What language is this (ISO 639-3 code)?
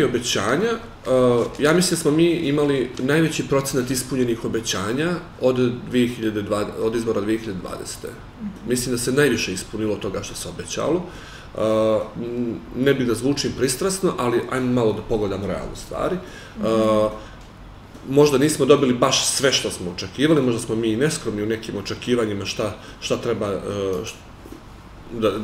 srp